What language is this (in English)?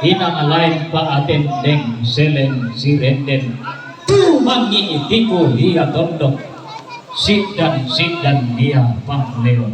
Toraja-Sa'dan